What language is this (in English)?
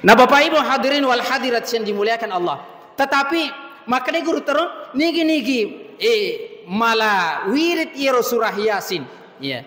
Buginese